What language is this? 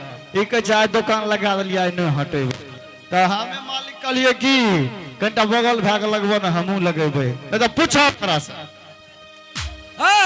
Angika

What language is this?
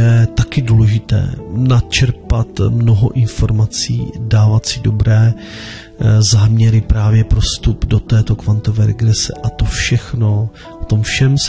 Czech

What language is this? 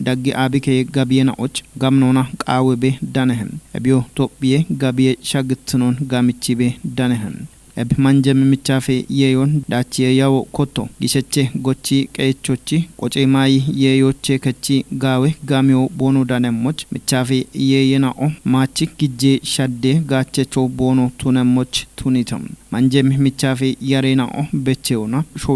Kafa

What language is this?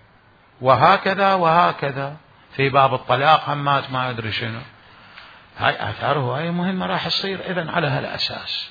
Mesopotamian Arabic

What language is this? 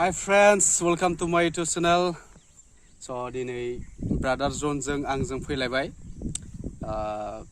Bodo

